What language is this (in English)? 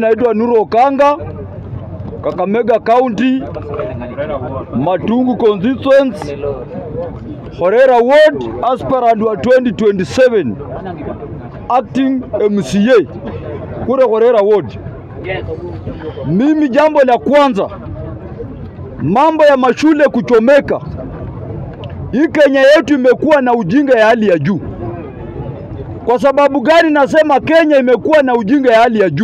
Swahili